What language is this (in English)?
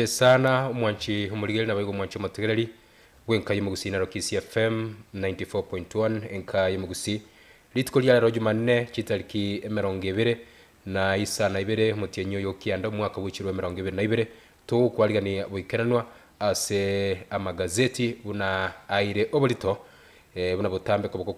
Gusii